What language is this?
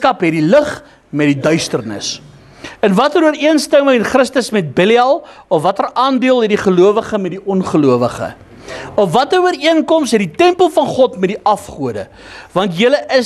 Afrikaans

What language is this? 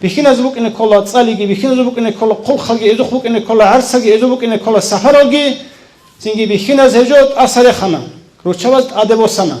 Avaric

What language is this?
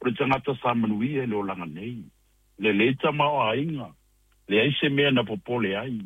Samoan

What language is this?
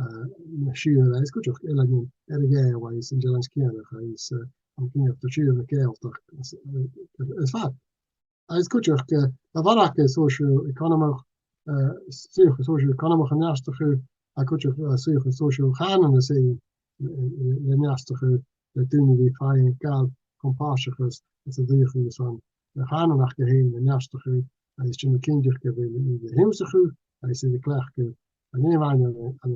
Scottish Gaelic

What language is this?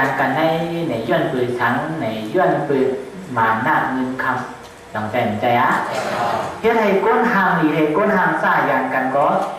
Shan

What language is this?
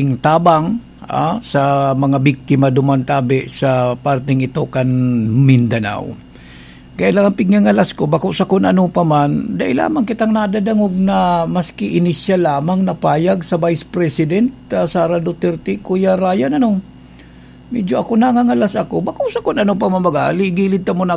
Bikol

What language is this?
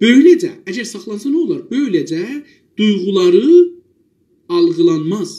South Azerbaijani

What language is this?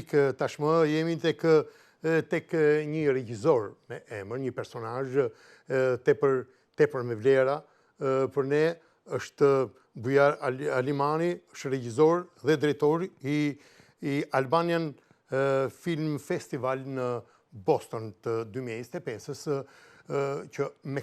Albanian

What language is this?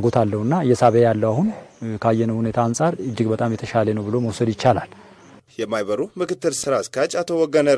Amharic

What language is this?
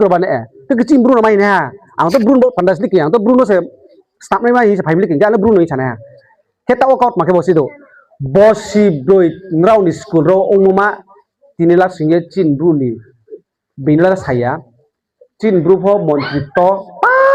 Riang (India)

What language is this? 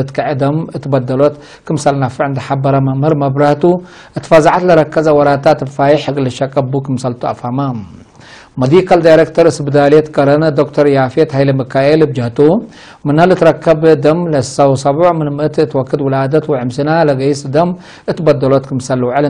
Tigre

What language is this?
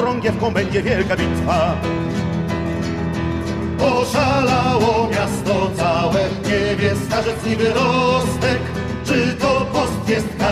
Polish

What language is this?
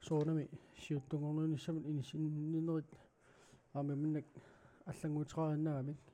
Kalaallisut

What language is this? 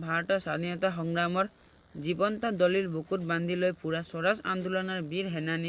Assamese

